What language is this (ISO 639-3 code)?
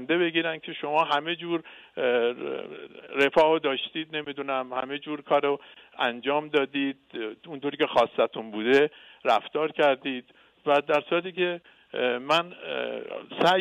fas